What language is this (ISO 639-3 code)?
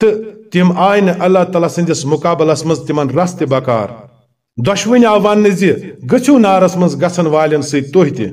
kas